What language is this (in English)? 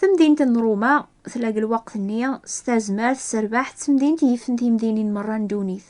Kabyle